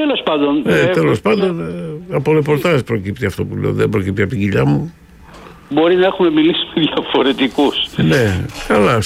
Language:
Greek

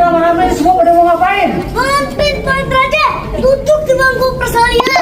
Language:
Betawi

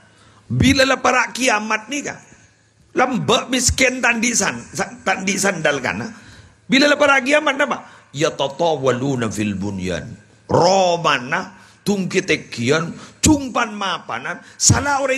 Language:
Madurese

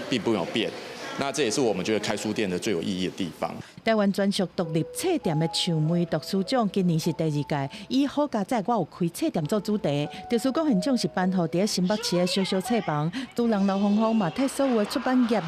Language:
Min Nan Chinese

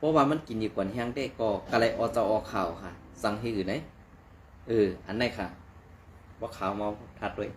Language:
Shan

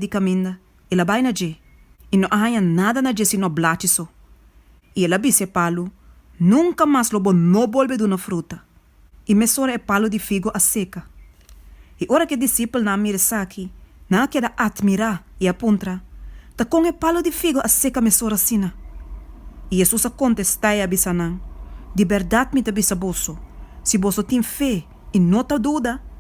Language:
Papiamento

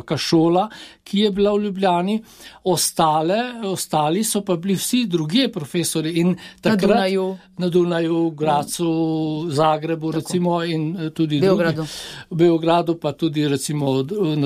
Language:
Slovenian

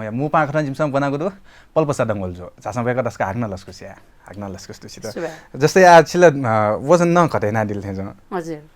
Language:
Newari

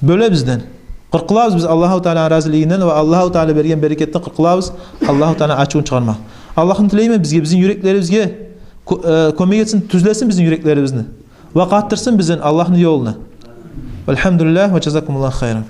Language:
Kumyk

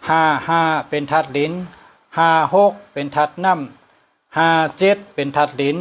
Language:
Shan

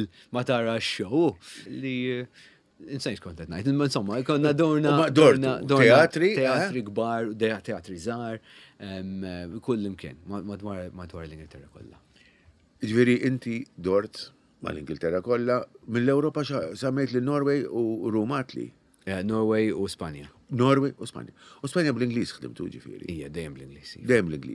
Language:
Maltese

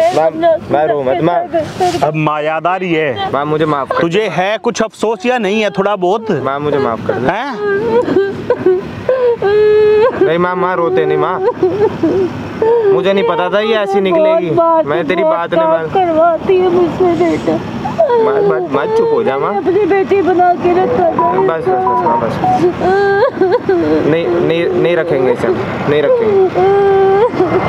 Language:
Hindi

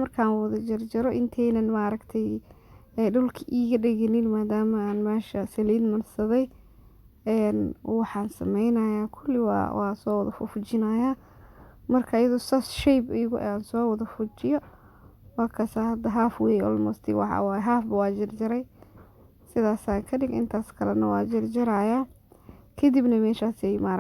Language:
Somali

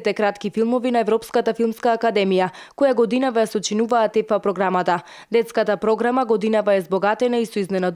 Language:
Macedonian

